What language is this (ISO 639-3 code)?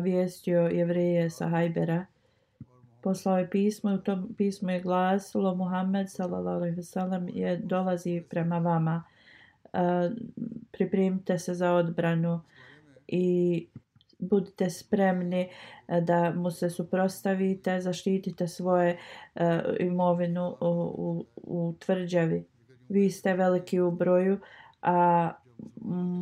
bos